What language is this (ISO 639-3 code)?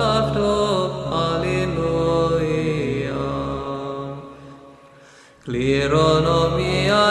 ell